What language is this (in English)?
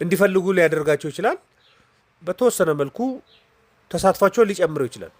Amharic